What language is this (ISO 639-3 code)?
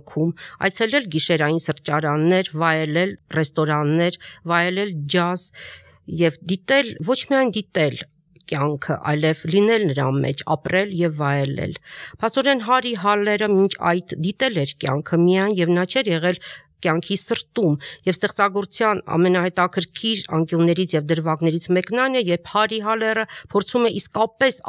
hye